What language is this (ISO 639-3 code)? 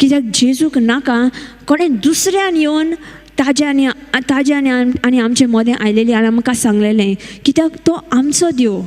kok